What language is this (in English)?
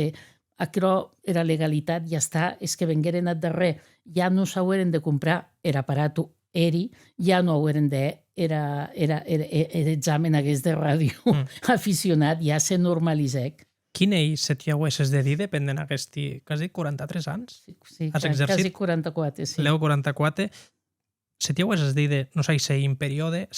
Occitan